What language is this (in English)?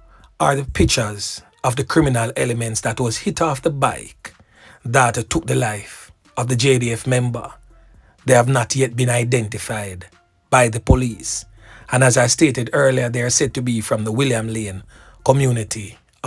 Jamaican Creole English